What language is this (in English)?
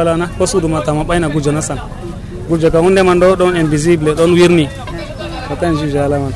Nigerian Fulfulde